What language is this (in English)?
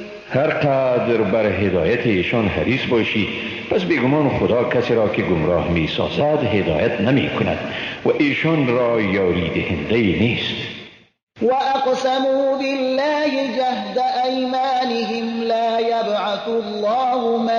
Persian